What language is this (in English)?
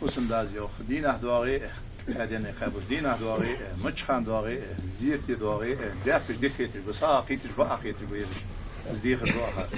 Ingush